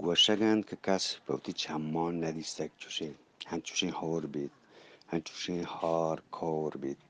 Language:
Eastern Balochi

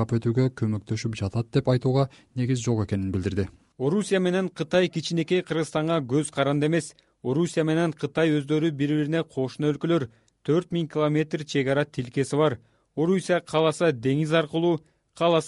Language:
Kyrgyz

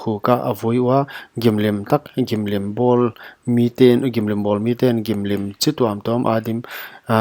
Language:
Paite Chin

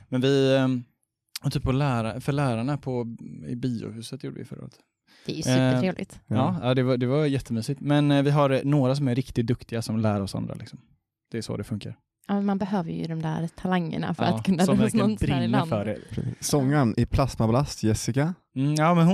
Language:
Swedish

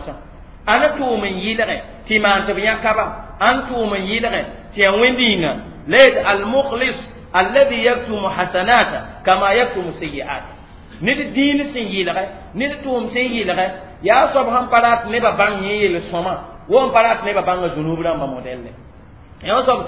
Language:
Mossi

